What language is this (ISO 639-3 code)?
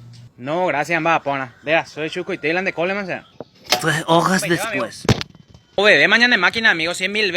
grn